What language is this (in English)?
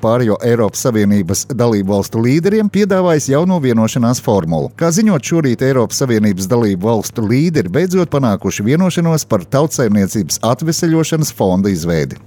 Latvian